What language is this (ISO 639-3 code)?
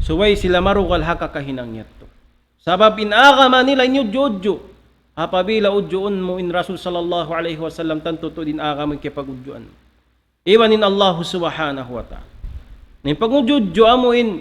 tsg